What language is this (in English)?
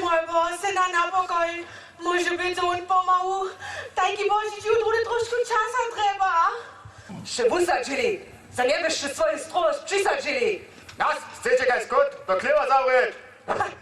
Upper Sorbian